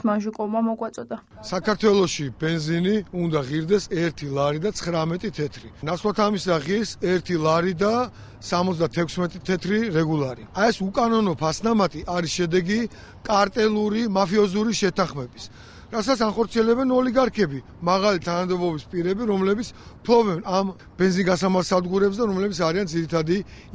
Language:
Georgian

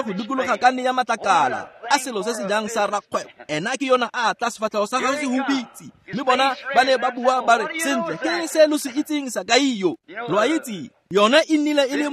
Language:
Tswana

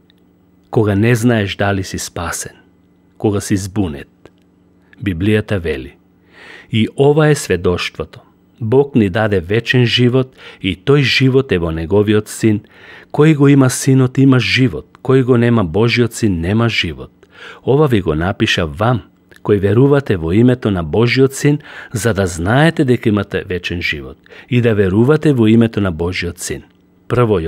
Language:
Macedonian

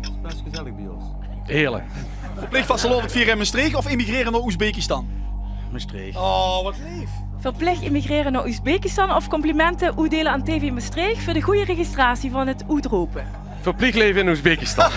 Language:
Limburgish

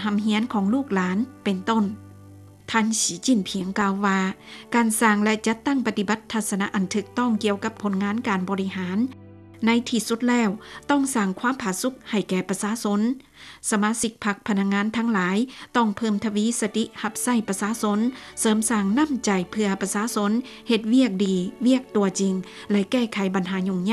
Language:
Lao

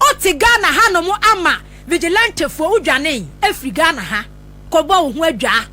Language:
Akan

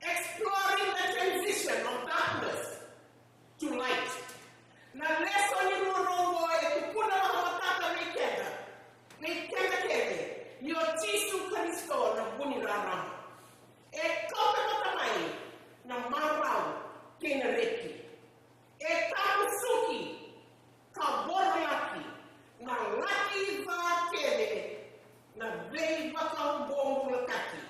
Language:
Fijian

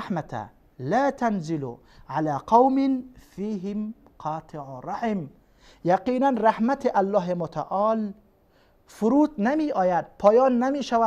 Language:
Persian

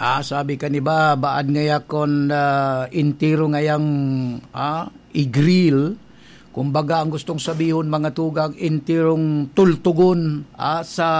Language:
Bikol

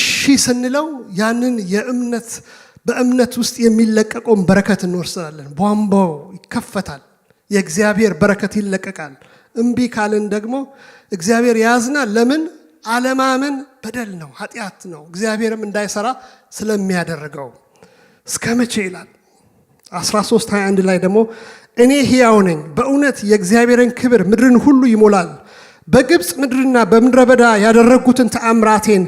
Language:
Amharic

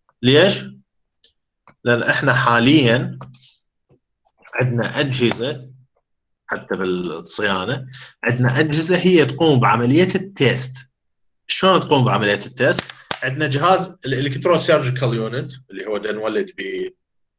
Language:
Mesopotamian Arabic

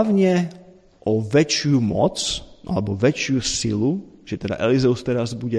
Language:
Slovak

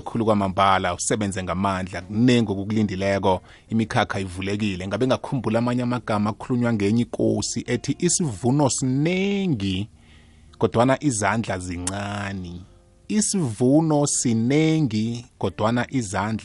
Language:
South Ndebele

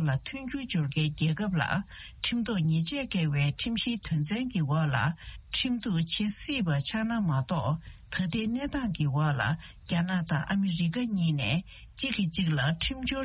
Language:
Tibetan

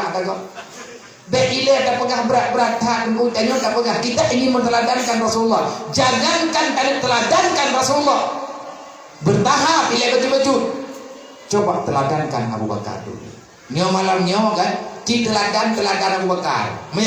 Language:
Achinese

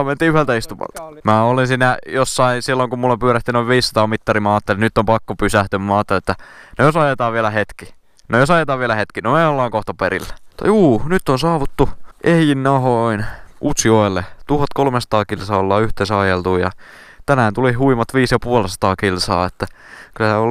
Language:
Finnish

